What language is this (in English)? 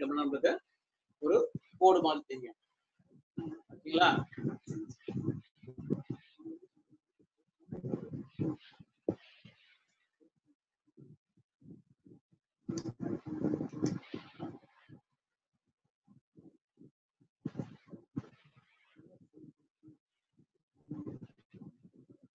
Tamil